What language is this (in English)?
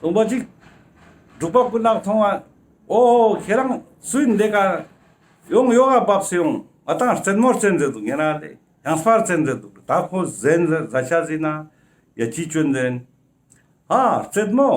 Ladakhi